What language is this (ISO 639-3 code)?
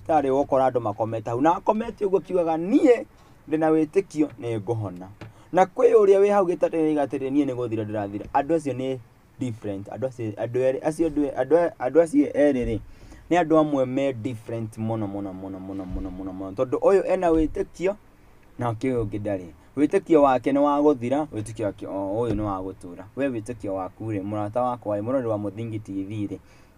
kik